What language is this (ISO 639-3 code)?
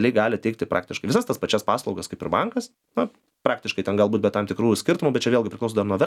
lit